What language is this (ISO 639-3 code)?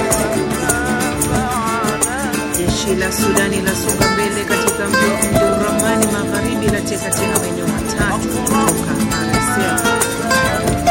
swa